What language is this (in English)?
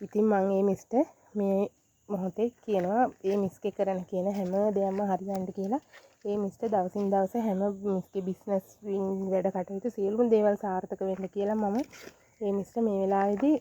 Sinhala